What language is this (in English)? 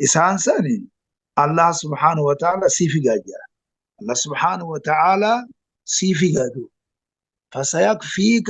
Oromo